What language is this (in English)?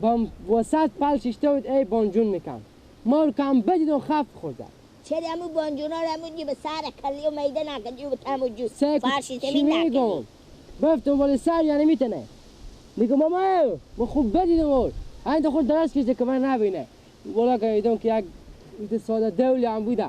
Persian